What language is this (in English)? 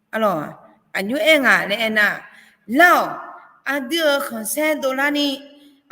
Akha